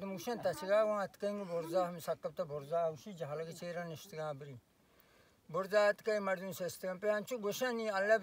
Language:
Baluchi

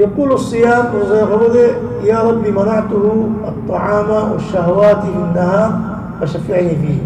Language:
Rohingya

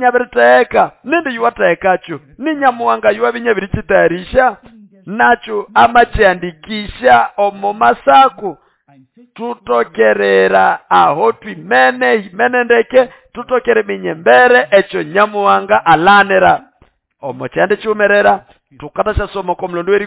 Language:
Nande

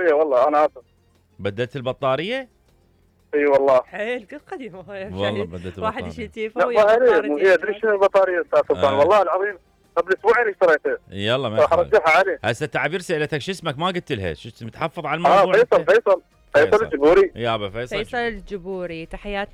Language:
Mesopotamian Arabic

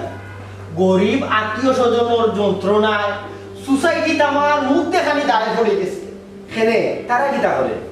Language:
Sylheti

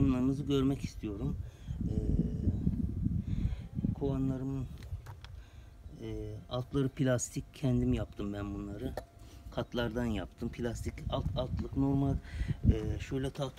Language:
Turkish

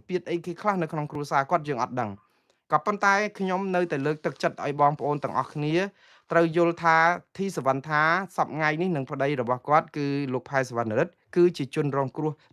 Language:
Khmer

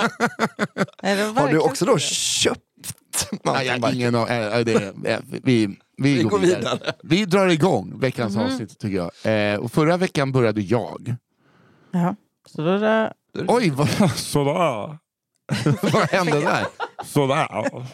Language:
Swedish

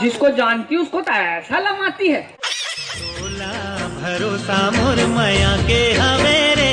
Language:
Chhattisgarhi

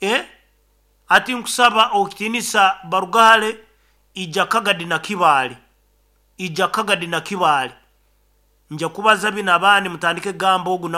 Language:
Nyoro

